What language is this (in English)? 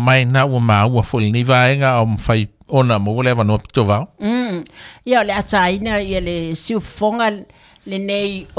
Samoan